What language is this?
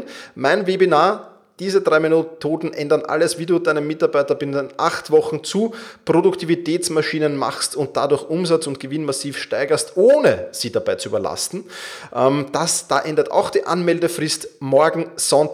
German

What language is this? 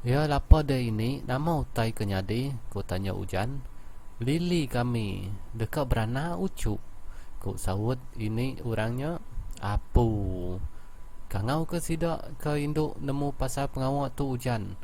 Iban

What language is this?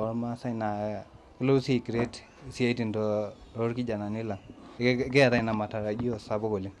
Masai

